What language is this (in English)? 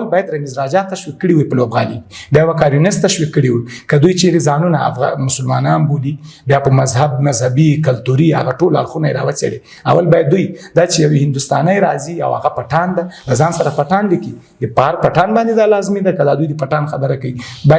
Pashto